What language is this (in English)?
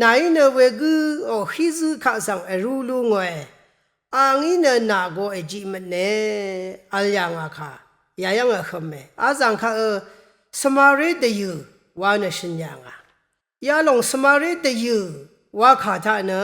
Rawang